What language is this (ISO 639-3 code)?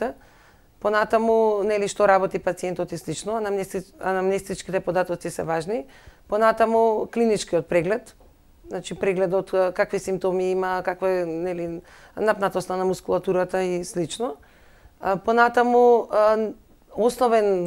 mkd